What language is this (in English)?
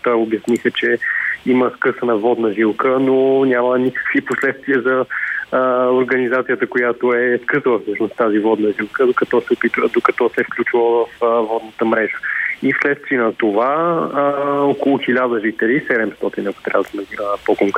Bulgarian